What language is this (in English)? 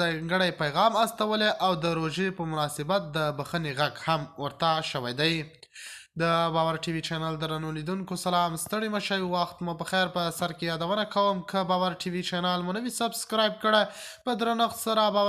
Pashto